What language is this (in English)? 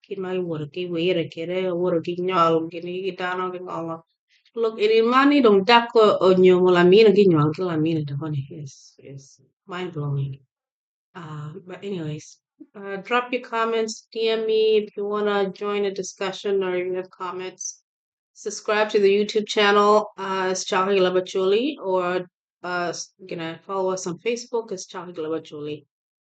Acoli